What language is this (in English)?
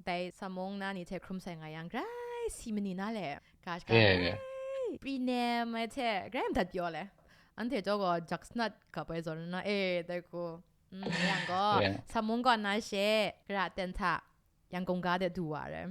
Kachin